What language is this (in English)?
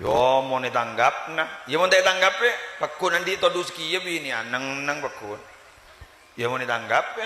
Madurese